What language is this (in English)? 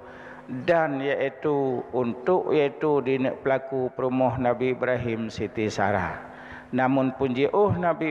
Achinese